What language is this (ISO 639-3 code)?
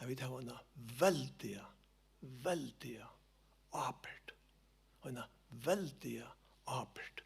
fao